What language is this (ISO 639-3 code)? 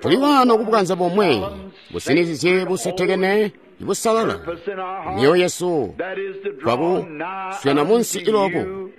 toi